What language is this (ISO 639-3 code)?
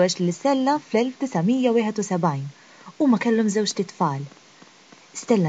mlt